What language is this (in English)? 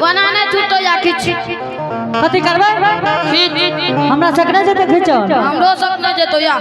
Angika